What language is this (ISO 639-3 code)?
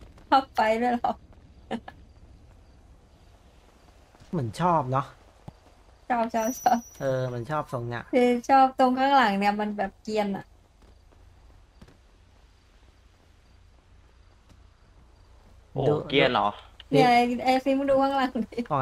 tha